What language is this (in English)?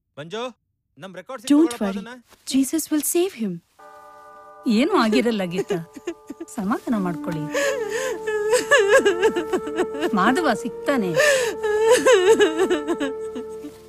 Kannada